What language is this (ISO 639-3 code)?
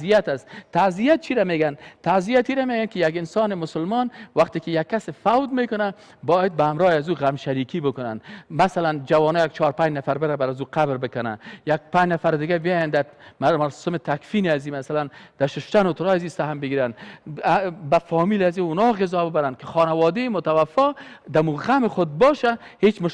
fas